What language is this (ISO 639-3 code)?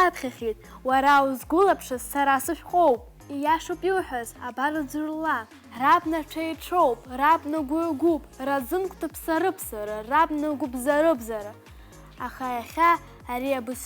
abk